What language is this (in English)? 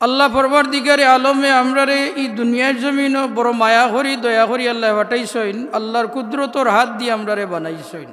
Sylheti